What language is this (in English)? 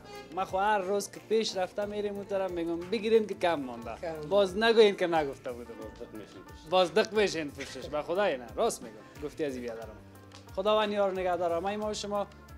Persian